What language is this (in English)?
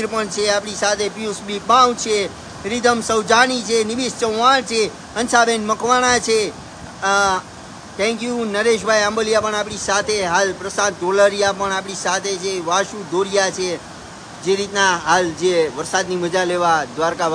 Gujarati